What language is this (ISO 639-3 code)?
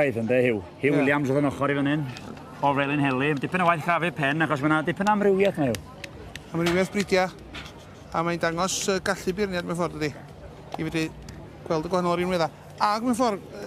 cym